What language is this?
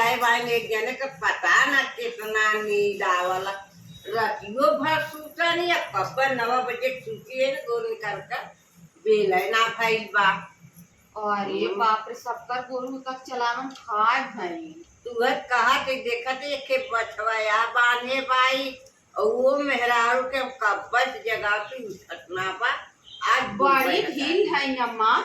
Awadhi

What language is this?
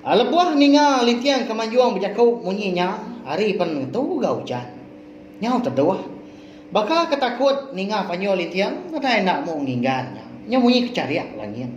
Iban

